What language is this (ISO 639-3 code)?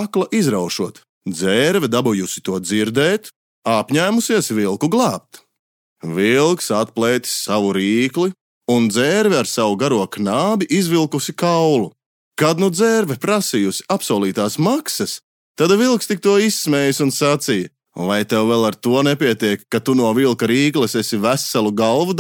lav